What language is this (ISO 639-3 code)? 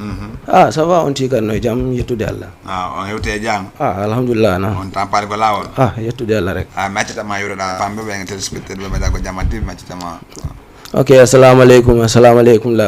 ful